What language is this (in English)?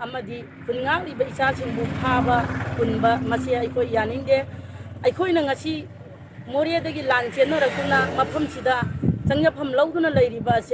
Manipuri